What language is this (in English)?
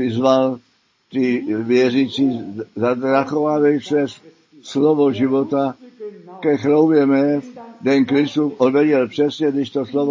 Czech